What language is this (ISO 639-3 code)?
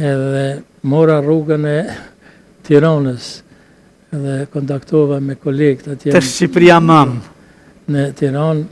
sqi